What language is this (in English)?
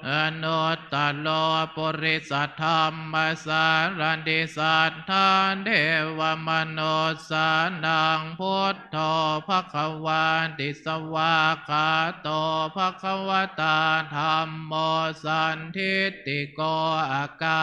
Pali